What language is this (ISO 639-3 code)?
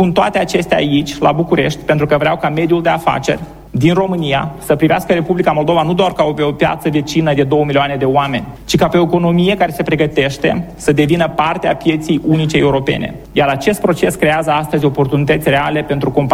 ron